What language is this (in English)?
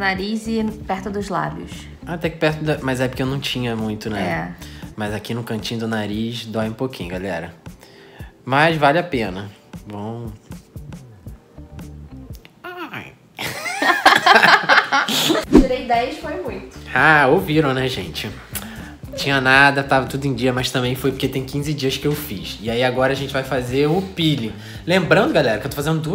Portuguese